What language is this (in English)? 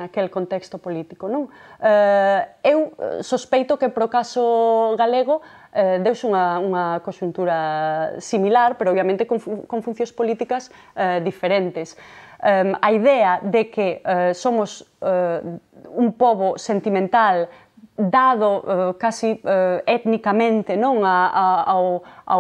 Galician